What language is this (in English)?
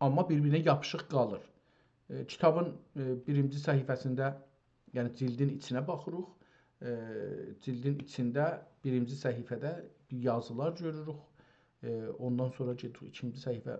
South Azerbaijani